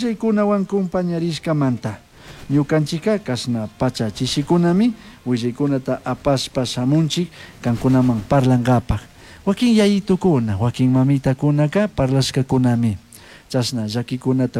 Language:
Chimborazo Highland Quichua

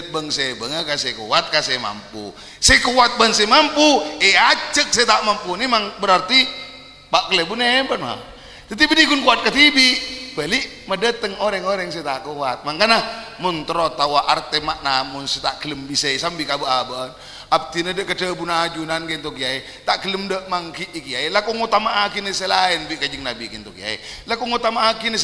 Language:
Madurese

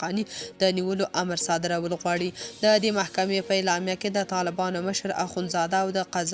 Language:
Pashto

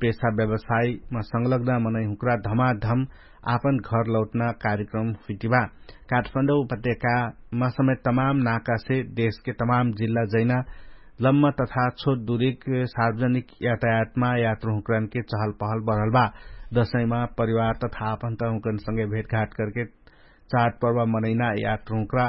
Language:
Dangaura Tharu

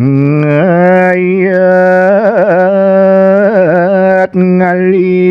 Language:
Balinese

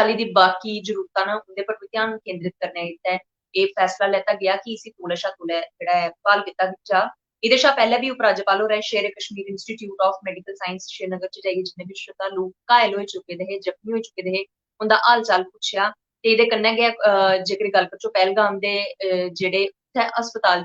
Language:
Dogri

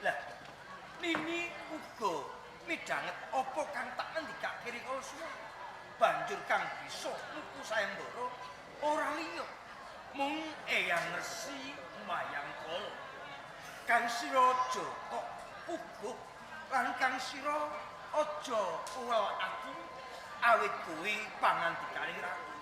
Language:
Javanese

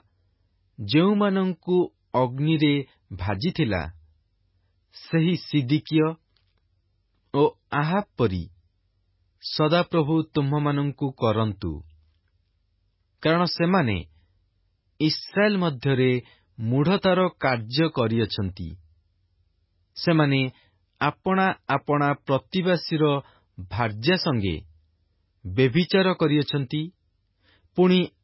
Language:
Odia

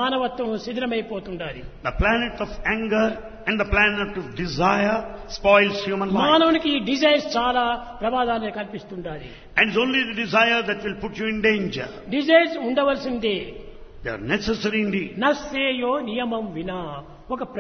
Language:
Telugu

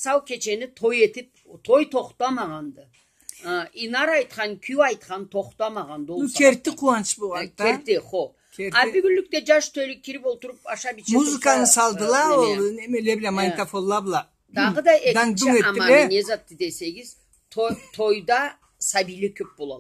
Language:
Karachay-Balkar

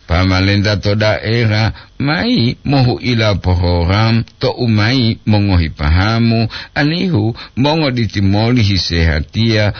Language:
Gorontalo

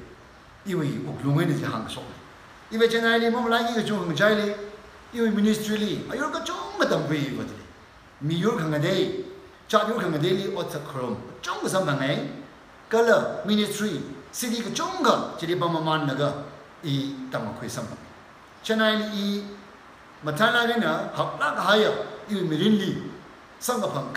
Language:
Tangkhul Naga (India)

